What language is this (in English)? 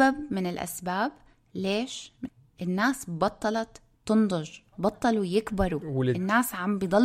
North Levantine Arabic